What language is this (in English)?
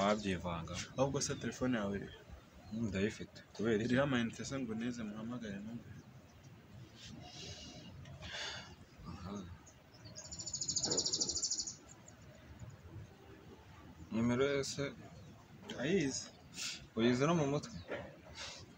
Kinyarwanda